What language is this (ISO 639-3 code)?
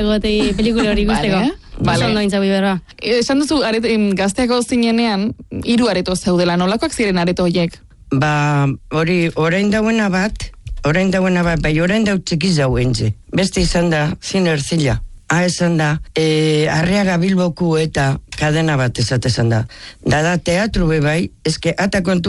eus